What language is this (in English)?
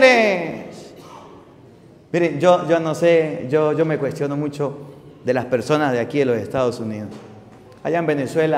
Spanish